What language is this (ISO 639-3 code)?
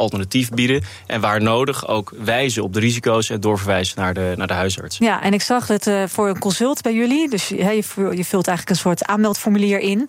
nld